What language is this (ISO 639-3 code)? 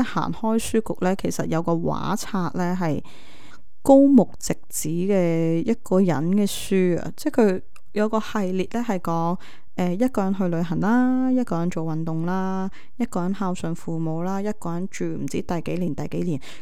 yue